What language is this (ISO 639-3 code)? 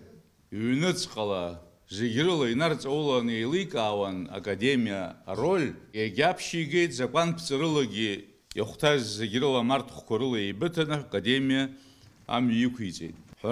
abk